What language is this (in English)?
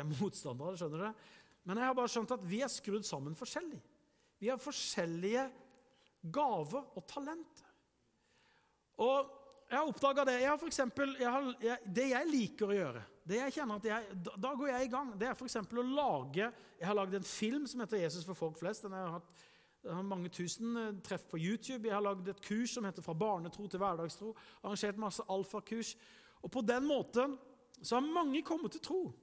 Norwegian